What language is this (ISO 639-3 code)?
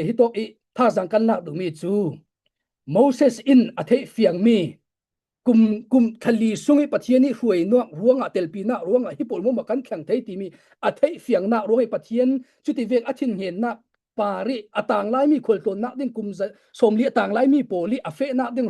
cfm